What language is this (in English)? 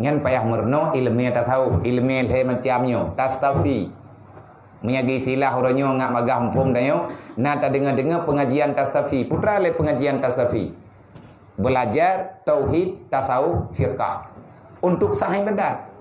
Achinese